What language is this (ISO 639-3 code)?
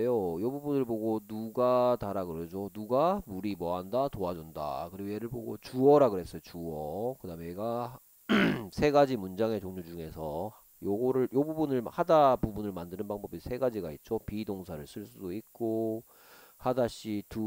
kor